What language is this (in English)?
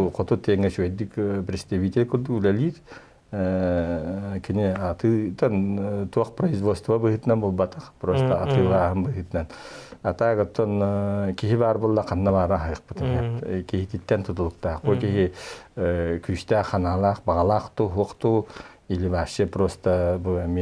Yakut